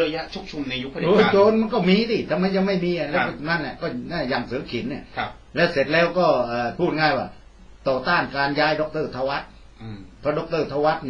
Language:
Thai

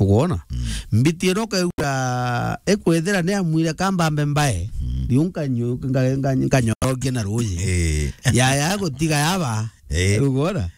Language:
Meru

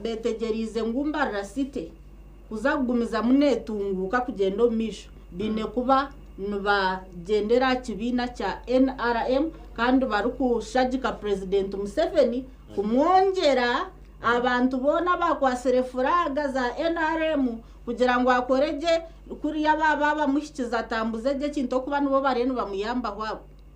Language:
Nyankole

